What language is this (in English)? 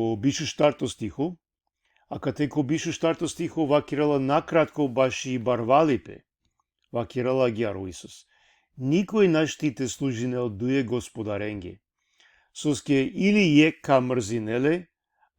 Balkan Romani